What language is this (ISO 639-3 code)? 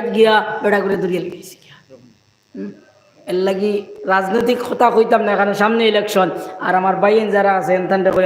syl